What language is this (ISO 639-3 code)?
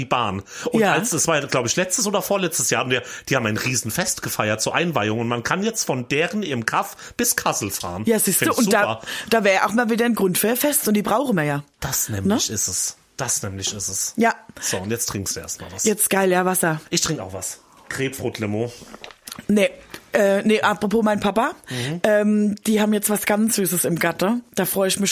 deu